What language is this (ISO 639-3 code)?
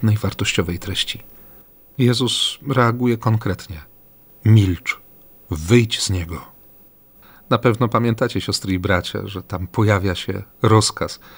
pol